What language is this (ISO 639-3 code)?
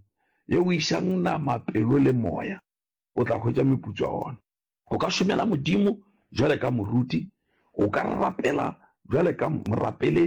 nso